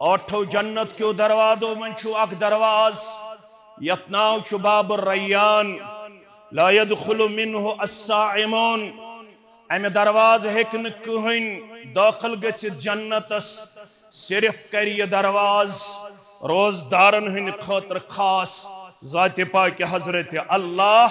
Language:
Kashmiri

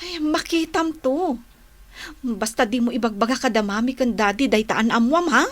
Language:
Iloko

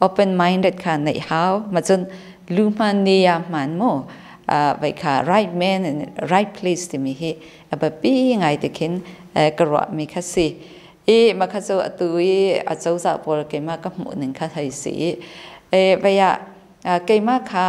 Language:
Hakha Chin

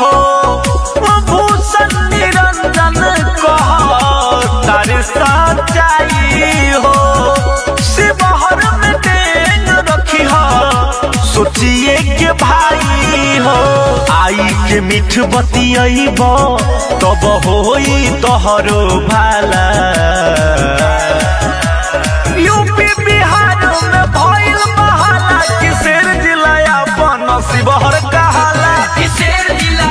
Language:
Bhojpuri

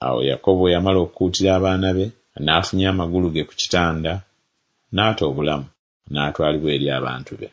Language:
Ganda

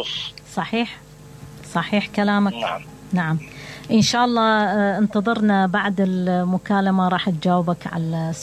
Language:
Mesopotamian Arabic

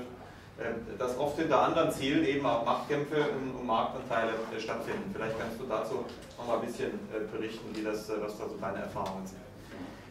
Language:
German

